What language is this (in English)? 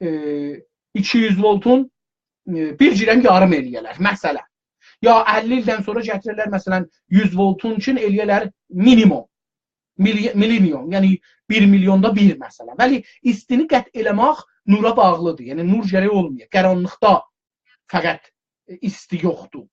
South Azerbaijani